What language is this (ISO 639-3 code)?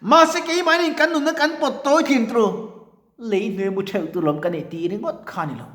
lus